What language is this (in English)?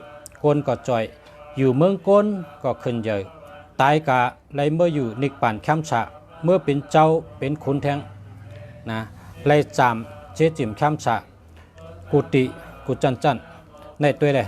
Shan